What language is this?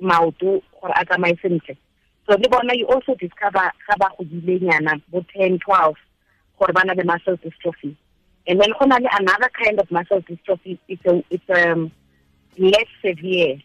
Tswana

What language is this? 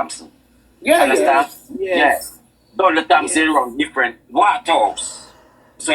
Jamaican Creole English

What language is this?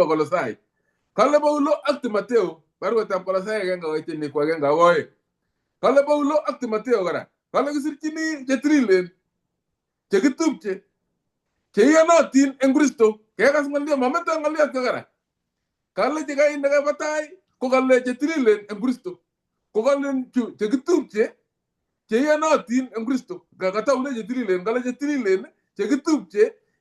Kalenjin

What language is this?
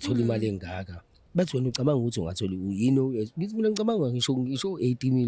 Zulu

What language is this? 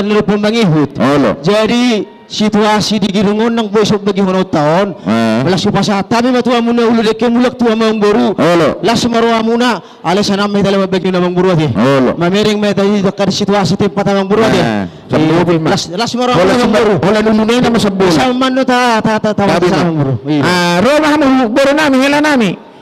Batak Karo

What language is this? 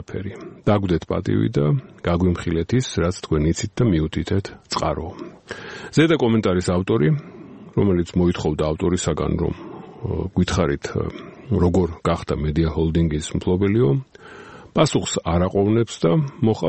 Georgian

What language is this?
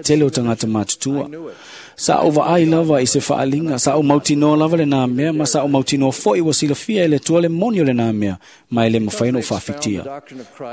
Samoan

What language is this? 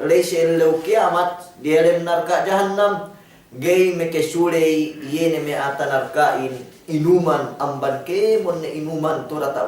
Yakan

